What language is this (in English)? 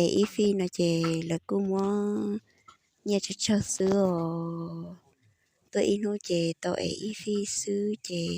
Hmong